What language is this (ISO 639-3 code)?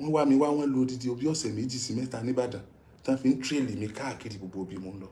yor